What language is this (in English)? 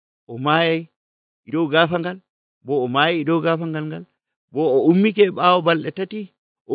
Nigerian Fulfulde